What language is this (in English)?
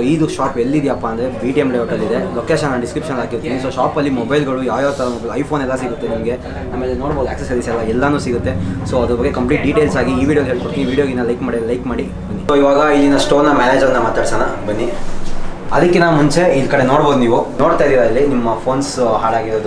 Kannada